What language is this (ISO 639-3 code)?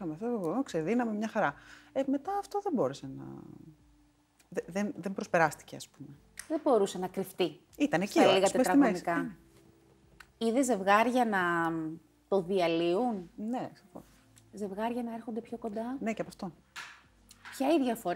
ell